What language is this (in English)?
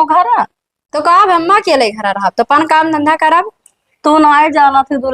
Awadhi